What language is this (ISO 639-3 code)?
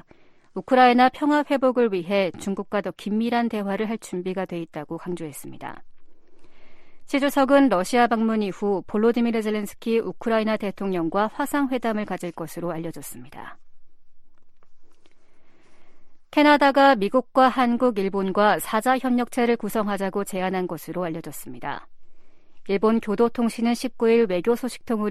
kor